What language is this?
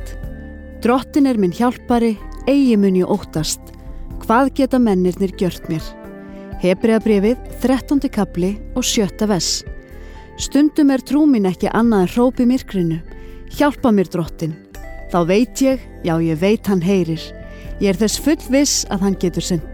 Icelandic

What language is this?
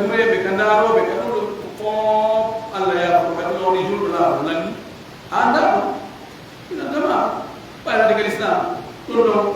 Pular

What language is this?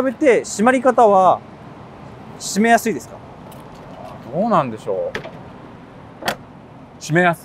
Japanese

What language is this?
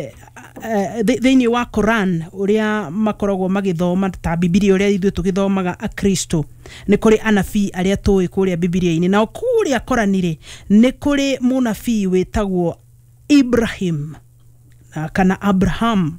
Kikuyu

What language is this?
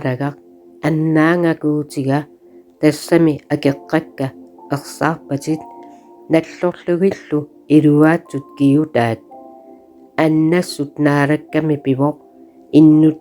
Kalaallisut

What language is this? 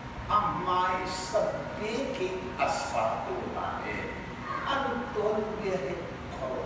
Hakha Chin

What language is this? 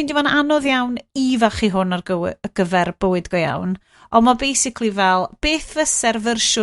Welsh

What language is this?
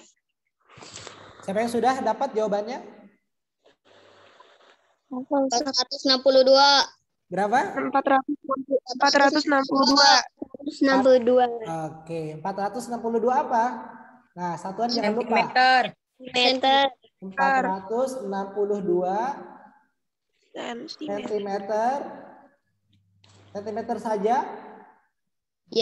Indonesian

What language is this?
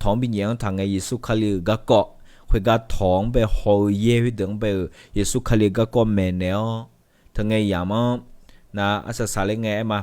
Akha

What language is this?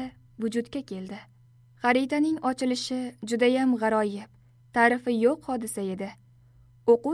Uzbek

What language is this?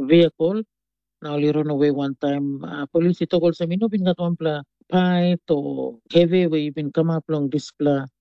Tok Pisin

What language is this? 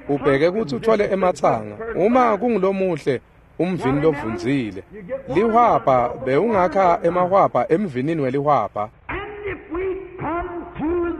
Swati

